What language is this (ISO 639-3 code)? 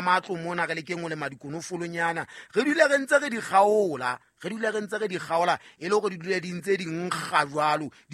sot